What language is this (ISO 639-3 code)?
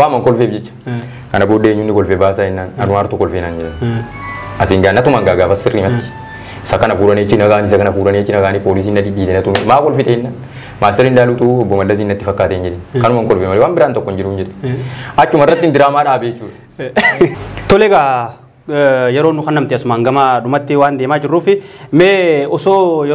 orm